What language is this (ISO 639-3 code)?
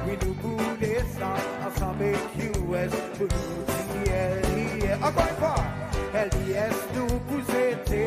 crs